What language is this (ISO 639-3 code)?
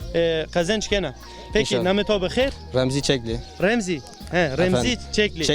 zza